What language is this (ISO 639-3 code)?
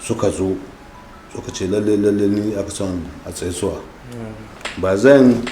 hau